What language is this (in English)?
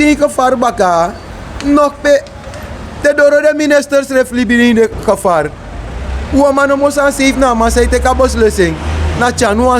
Sranan Tongo